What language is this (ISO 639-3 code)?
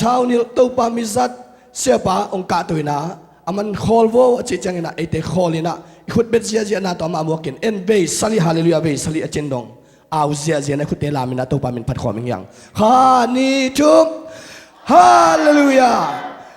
ctd